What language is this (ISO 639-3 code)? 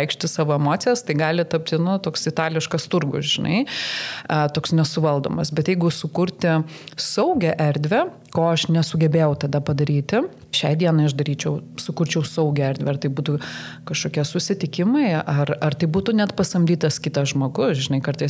lit